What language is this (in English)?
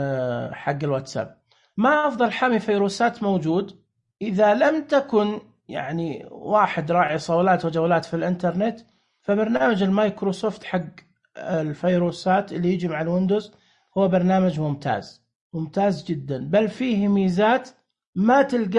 Najdi Arabic